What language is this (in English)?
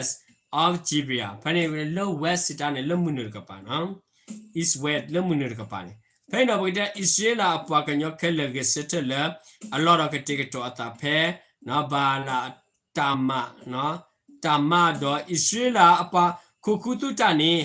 S'gaw Karen